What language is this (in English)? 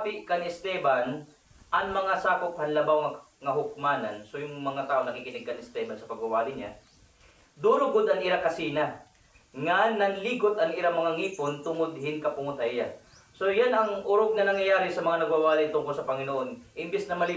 Waray